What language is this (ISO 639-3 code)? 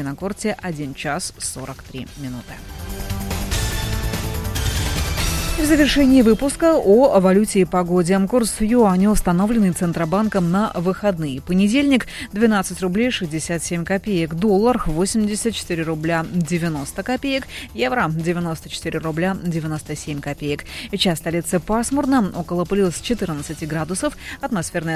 rus